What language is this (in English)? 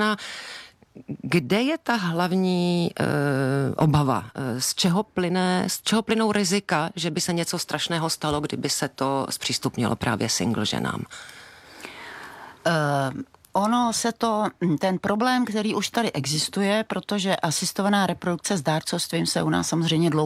Czech